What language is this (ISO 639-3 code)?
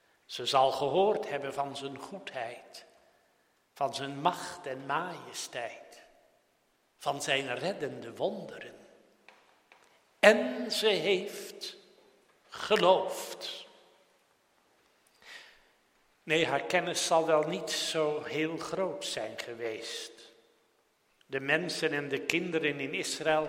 nld